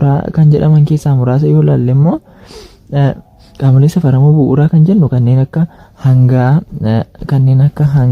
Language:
Oromo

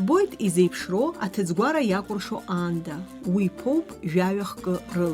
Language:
Abkhazian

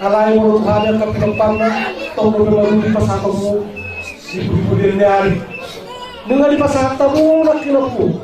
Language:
Batak Toba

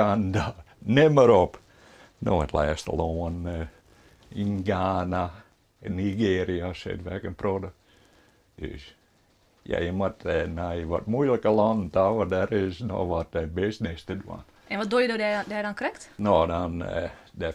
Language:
Western Frisian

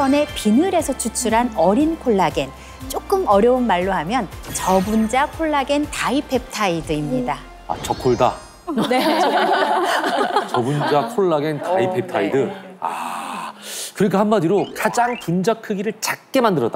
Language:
Korean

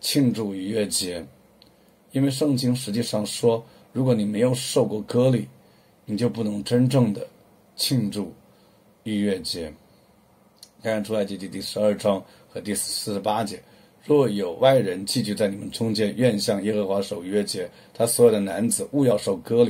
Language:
Chinese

